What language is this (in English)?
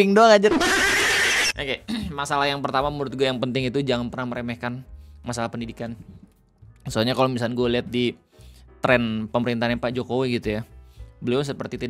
Indonesian